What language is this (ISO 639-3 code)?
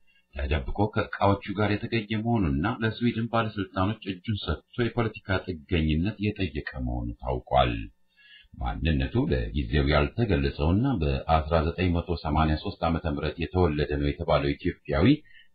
amh